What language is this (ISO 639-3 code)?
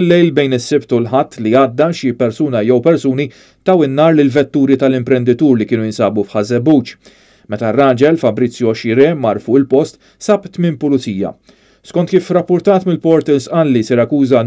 mlt